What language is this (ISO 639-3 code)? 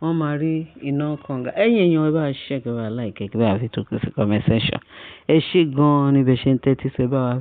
yor